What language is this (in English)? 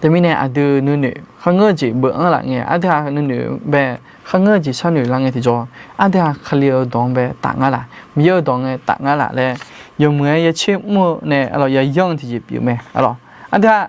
Akha